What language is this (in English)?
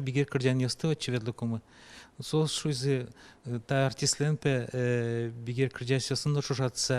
Udmurt